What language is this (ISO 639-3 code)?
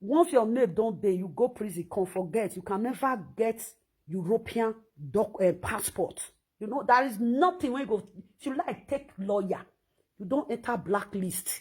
pcm